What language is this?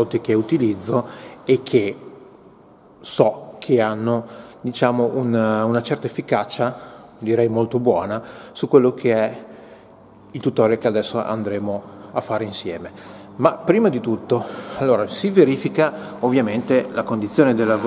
Italian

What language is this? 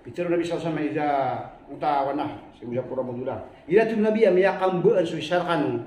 Maranao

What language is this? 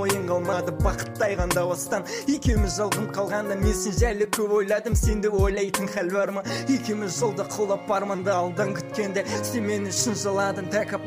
Kazakh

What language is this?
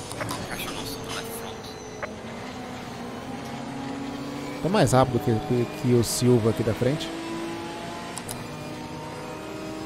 Portuguese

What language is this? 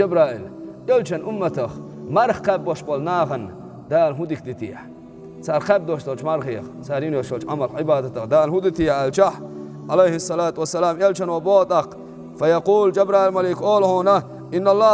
Chechen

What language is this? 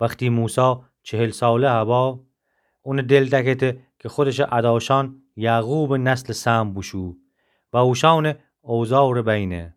Gilaki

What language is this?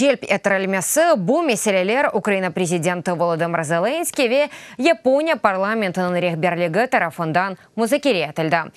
Crimean Tatar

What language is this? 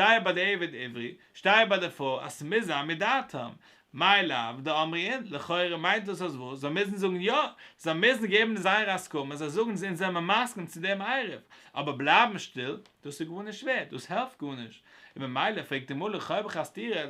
Yiddish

